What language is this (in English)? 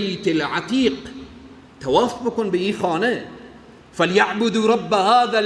Persian